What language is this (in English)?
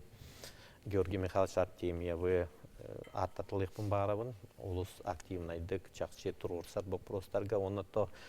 Yakut